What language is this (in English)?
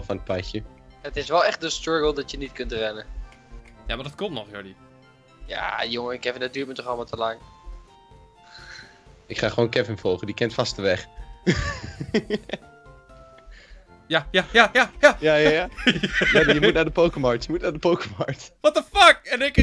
Dutch